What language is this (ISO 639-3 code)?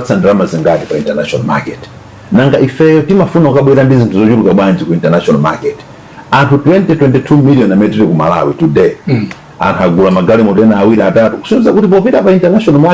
nya